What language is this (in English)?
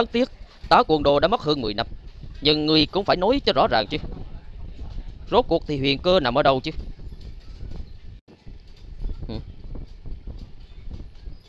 Vietnamese